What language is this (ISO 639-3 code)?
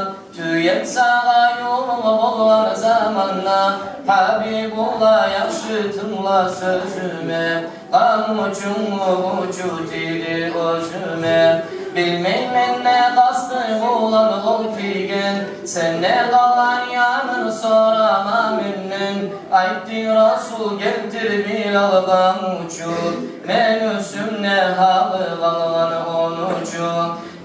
kum